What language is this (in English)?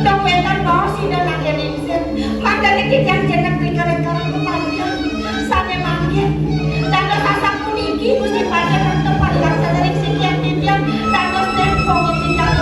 Balinese